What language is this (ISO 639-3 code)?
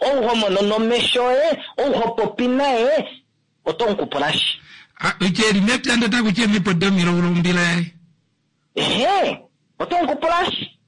kua